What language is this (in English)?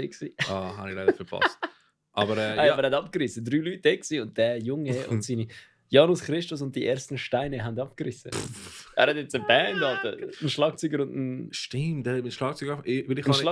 Swiss German